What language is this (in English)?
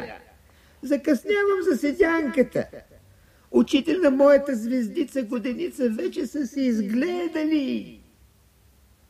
Bulgarian